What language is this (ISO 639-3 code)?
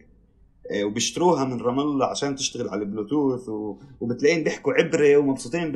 apc